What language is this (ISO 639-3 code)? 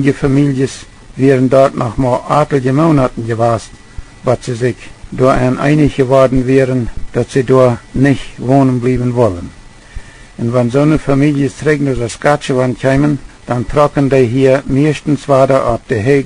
pdt